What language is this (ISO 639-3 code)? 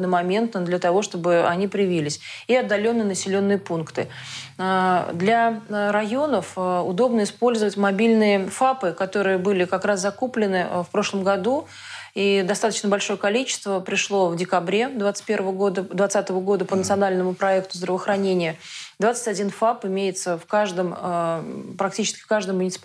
rus